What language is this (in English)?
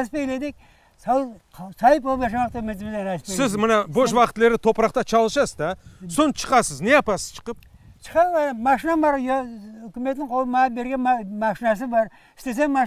Crimean Tatar